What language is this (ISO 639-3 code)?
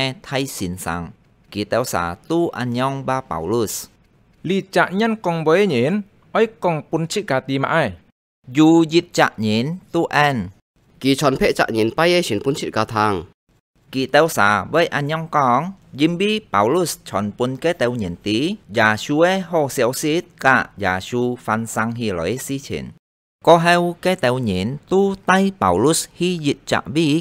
hak